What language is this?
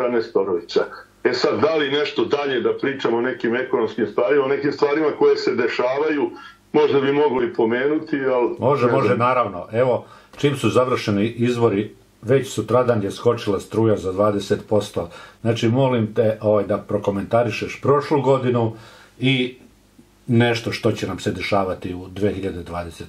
Serbian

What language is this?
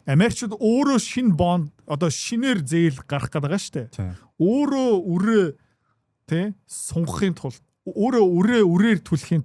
Mongolian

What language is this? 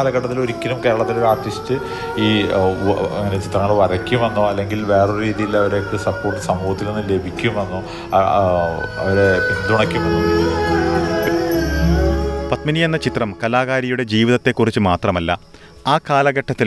Malayalam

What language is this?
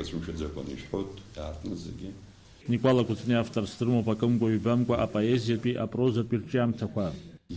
Abkhazian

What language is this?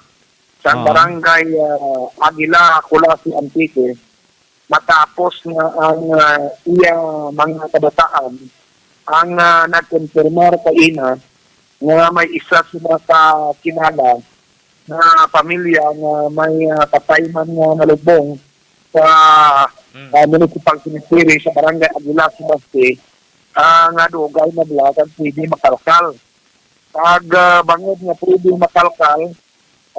Hiligaynon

